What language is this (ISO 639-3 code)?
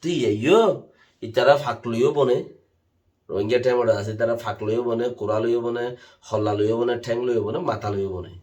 rhg